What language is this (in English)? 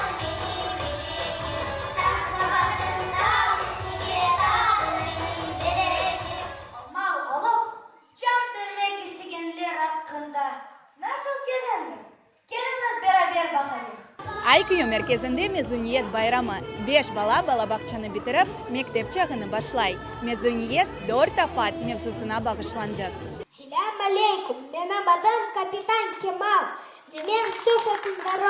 Crimean Tatar